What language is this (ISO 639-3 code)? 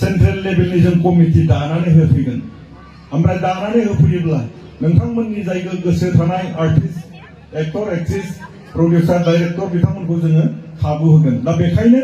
brx